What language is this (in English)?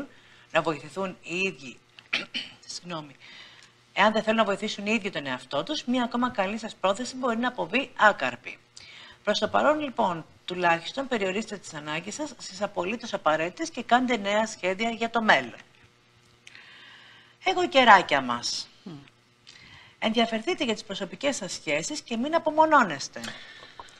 Greek